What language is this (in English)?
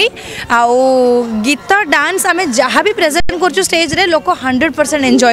Odia